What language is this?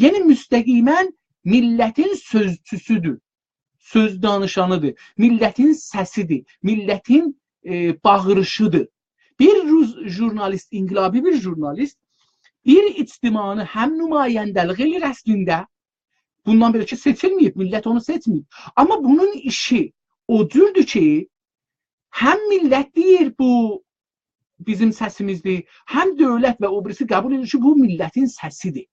South Azerbaijani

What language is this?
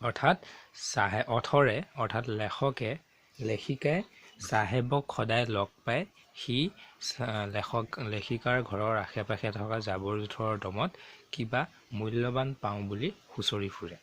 Assamese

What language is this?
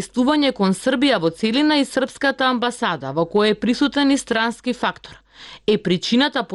Macedonian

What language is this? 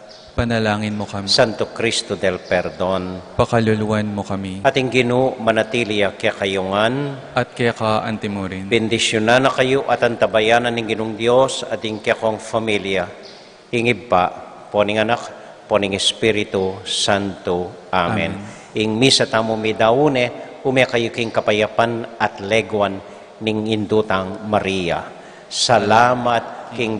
Pampanga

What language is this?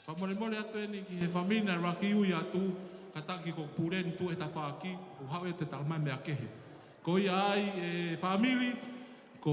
Tongan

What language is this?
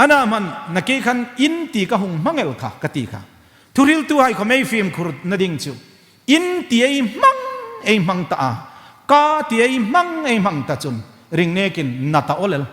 Hmar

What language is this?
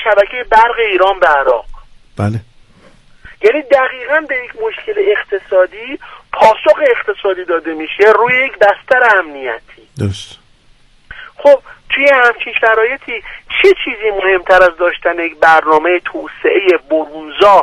Persian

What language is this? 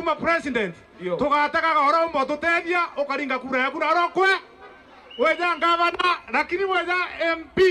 Meru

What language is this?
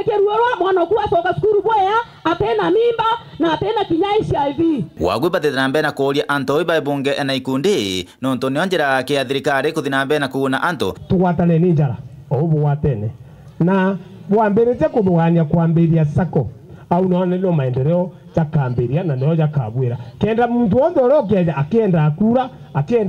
Meru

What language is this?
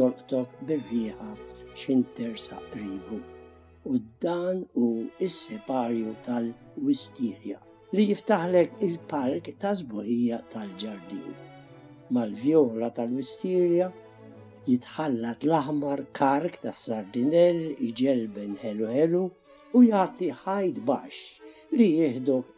Maltese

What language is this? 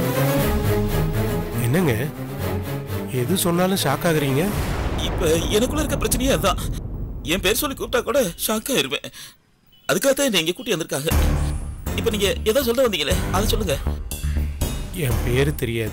Tamil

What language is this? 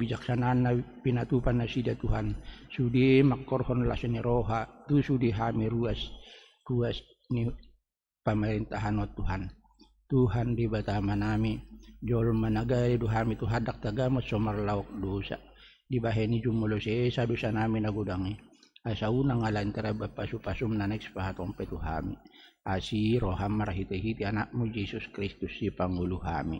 Batak Toba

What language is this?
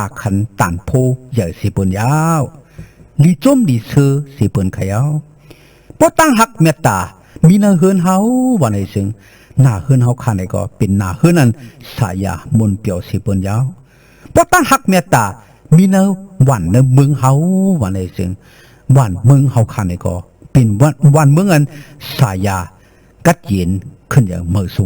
Shan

